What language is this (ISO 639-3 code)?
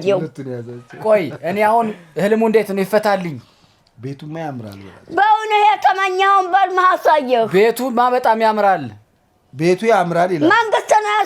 amh